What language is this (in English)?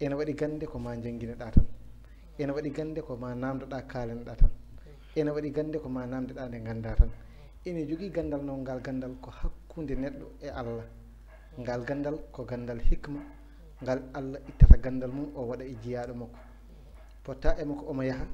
Fula